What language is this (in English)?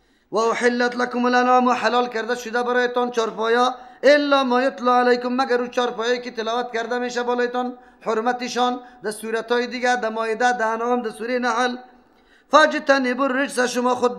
Persian